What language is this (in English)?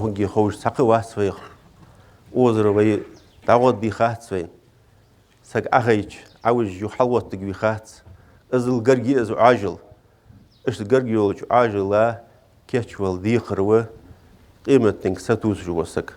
Ingush